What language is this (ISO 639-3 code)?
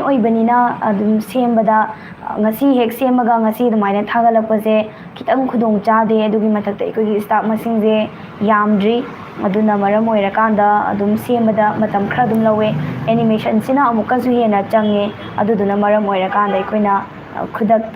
mni